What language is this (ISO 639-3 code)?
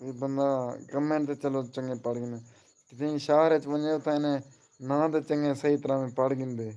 skr